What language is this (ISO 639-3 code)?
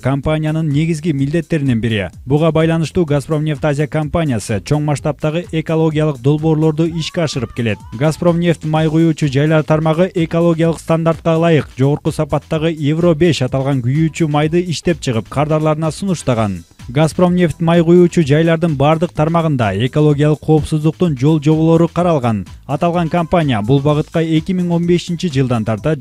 kir